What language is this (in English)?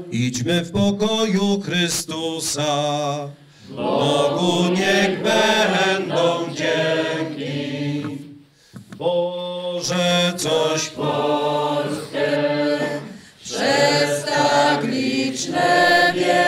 Polish